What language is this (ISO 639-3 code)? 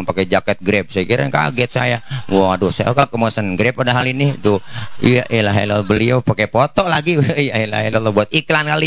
bew